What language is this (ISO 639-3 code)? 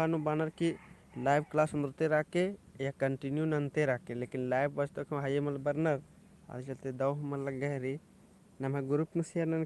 kru